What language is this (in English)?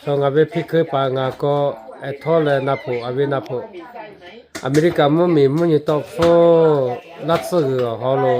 Lahu